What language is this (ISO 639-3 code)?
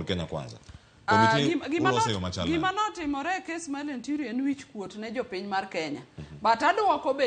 luo